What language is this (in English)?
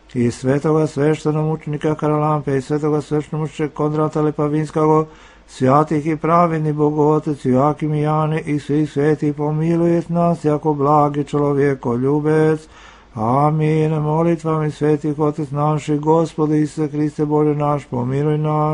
Serbian